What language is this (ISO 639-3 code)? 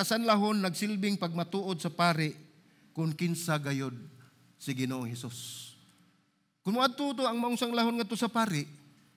ceb